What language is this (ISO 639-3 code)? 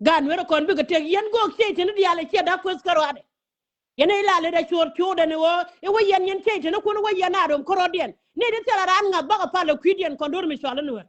nus